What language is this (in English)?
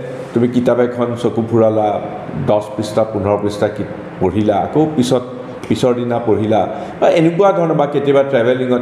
Assamese